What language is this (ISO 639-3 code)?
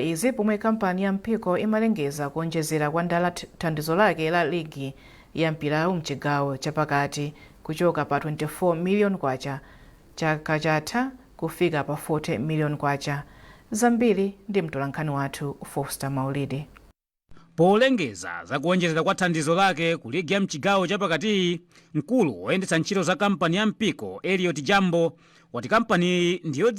nya